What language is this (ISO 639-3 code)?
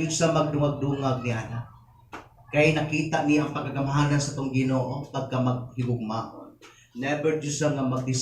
ceb